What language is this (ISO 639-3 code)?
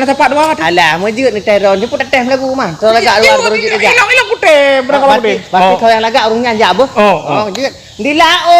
ace